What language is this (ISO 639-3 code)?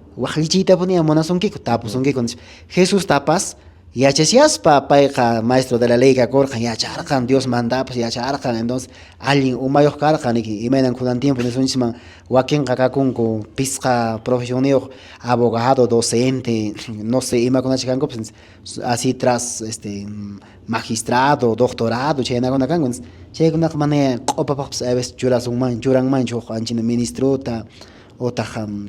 que